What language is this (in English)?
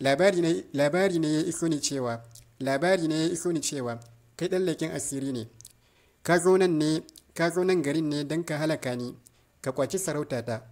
Hausa